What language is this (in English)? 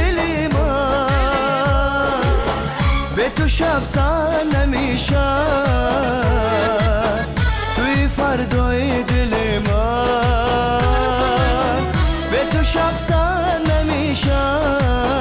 Persian